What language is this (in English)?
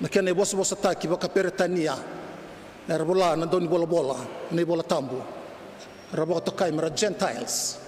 Fijian